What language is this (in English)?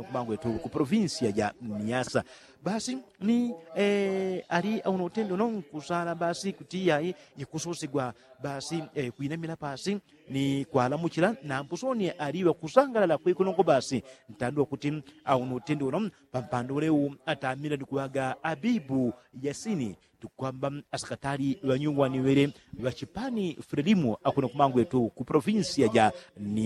Yao